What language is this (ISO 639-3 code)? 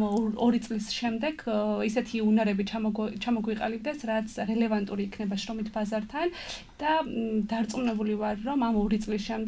kat